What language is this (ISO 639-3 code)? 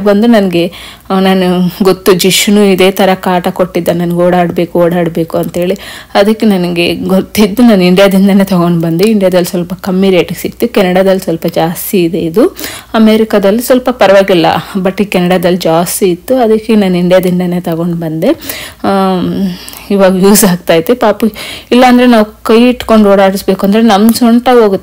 kan